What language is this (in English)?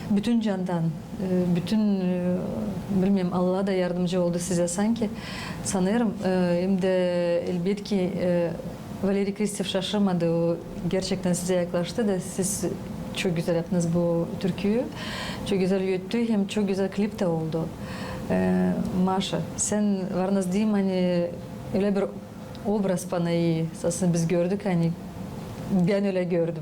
Gagauz